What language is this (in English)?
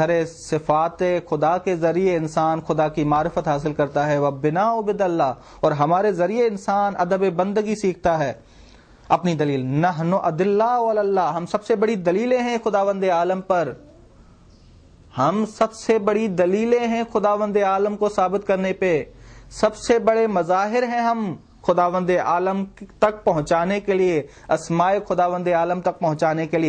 Urdu